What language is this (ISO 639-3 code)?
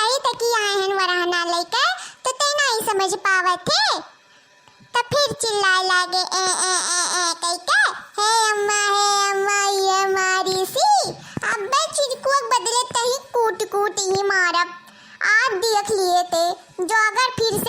awa